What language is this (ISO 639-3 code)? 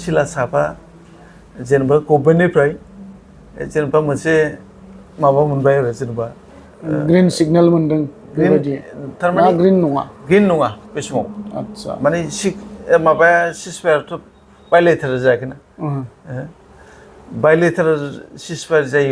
brx